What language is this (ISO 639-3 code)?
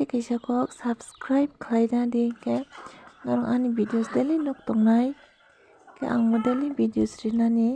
trp